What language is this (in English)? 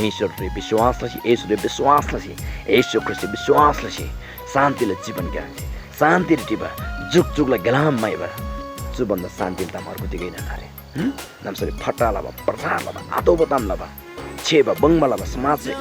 Eastern Tamang